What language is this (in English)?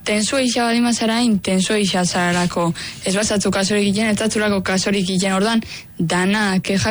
Basque